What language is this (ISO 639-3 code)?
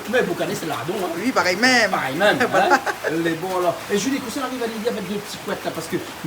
rcf